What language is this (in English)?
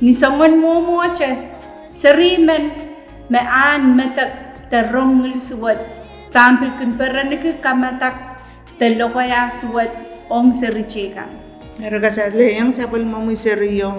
Pohnpeian